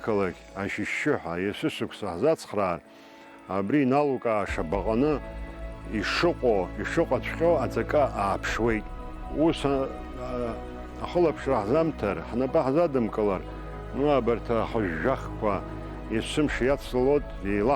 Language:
Abkhazian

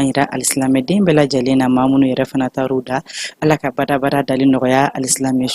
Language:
Bambara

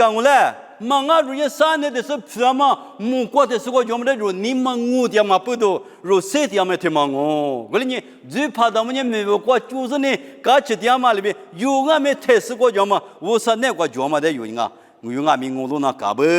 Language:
Lisu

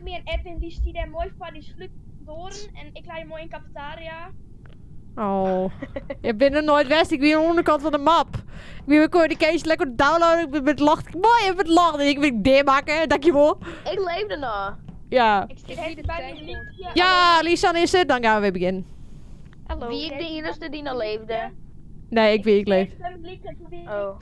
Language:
Western Frisian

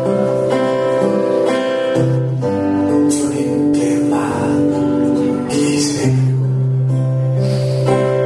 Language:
Korean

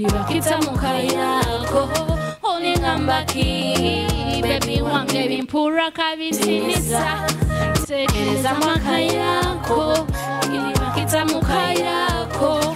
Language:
Nyoro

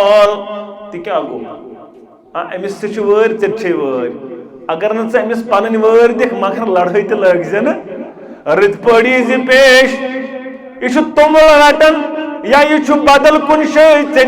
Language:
Kashmiri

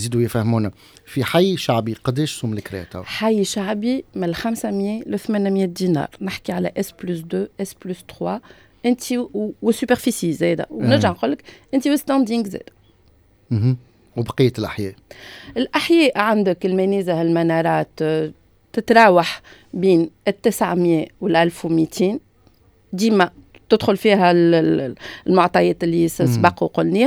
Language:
Tunisian Arabic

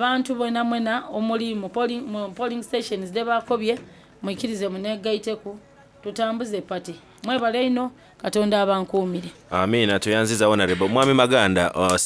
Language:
Soga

